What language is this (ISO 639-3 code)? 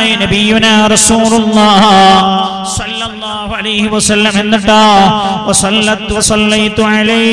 mal